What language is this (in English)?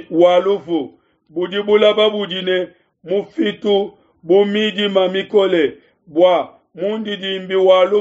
Luba-Lulua